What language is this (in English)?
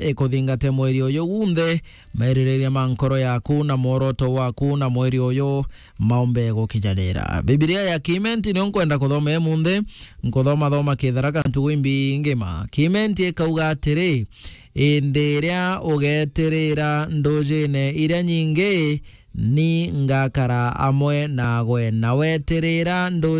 Meru